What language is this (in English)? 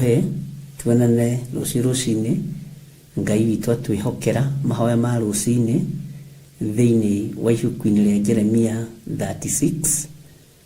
Kikuyu